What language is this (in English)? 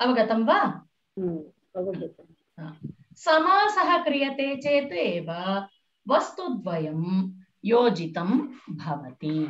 Sanskrit